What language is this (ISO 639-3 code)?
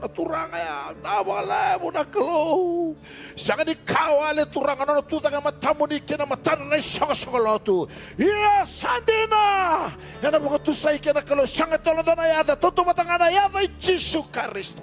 fij